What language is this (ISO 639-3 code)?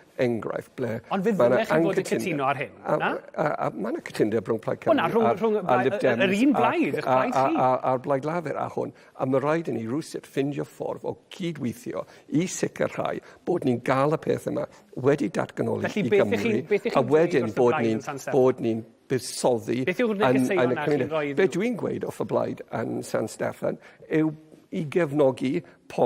cym